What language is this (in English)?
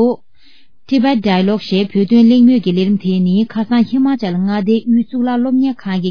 Tibetan